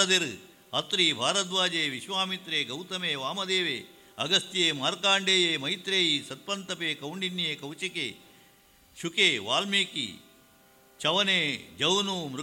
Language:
Tulu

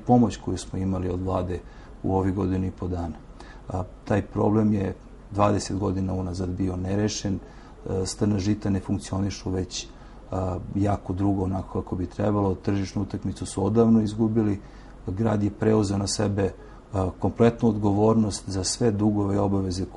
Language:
Serbian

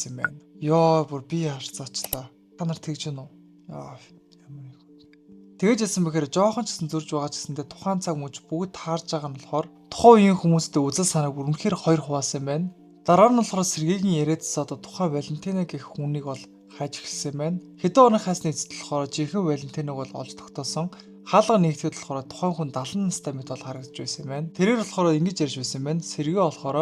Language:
Mongolian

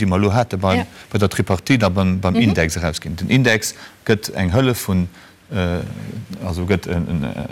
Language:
Luxembourgish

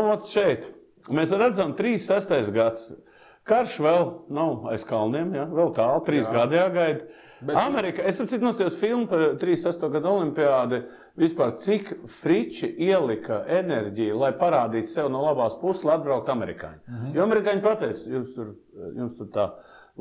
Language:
Latvian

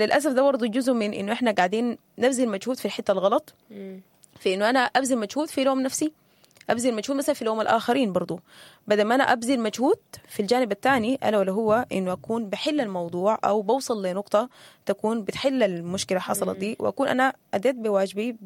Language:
Sudanese Arabic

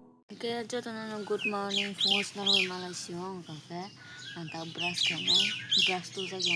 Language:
Kok Borok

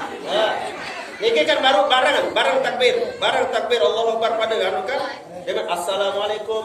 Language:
Sasak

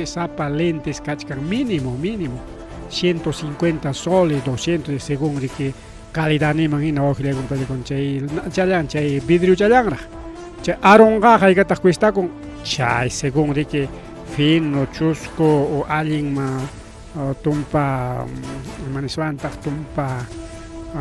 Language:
Ayacucho Quechua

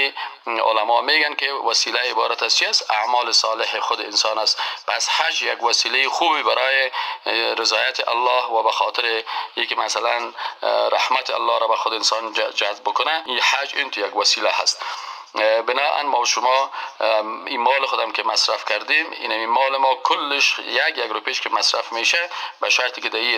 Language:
Persian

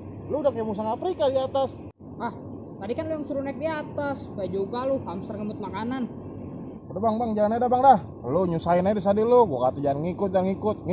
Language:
Betawi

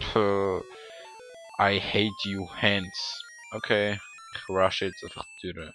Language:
Swiss German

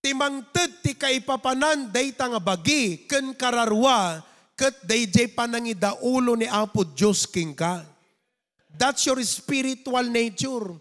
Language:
Iloko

